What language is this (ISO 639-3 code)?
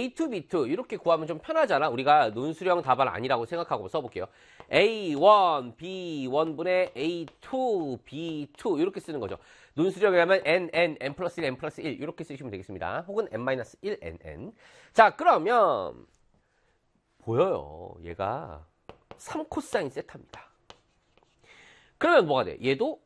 kor